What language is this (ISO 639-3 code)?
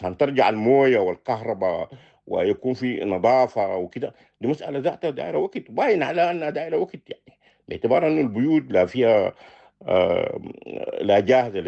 apd